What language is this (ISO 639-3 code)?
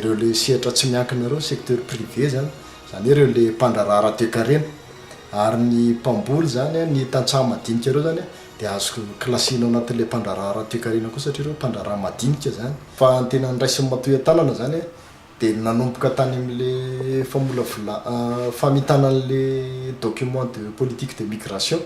mlg